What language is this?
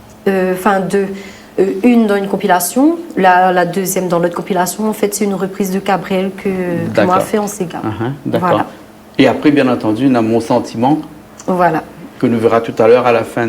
Réunion Creole French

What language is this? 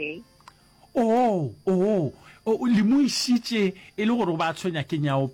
Northern Sotho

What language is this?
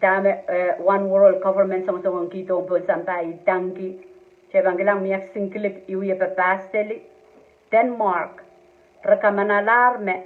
Pohnpeian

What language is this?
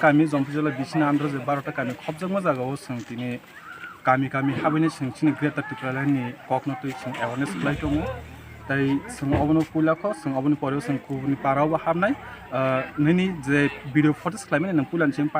Kok Borok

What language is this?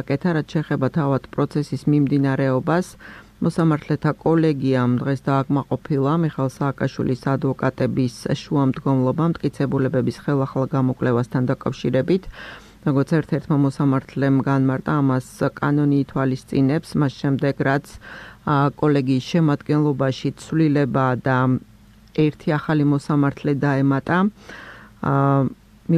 Georgian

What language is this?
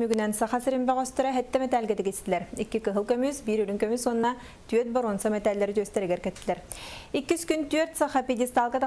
Yakut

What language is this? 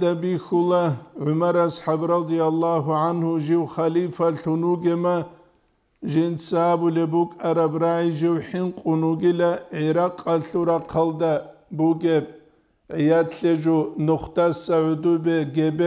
Avaric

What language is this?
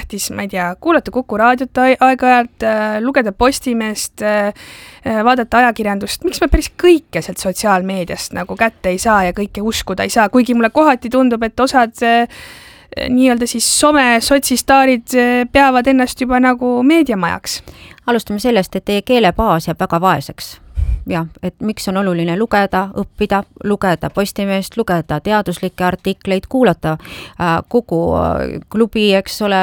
Estonian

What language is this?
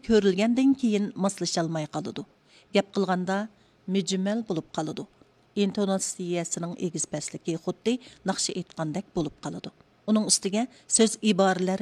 Uyghur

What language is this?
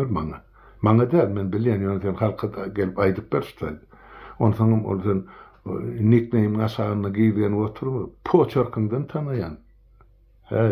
Turkmen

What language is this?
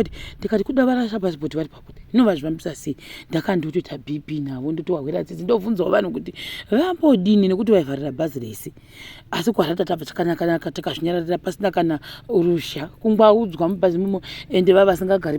Shona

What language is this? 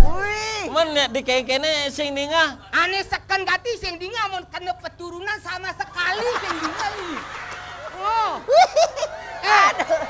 Balinese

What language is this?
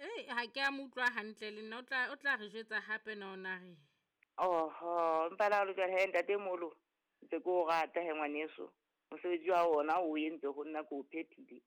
Southern Sotho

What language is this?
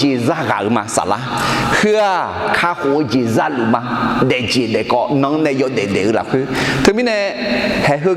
Akha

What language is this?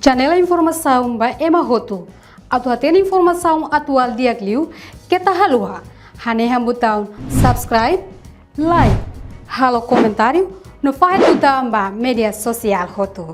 Tetum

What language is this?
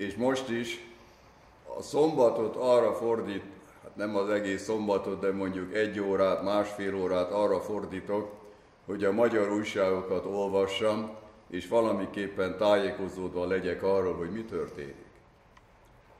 Hungarian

